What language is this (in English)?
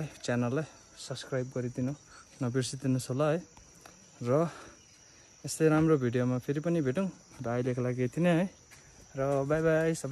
Nepali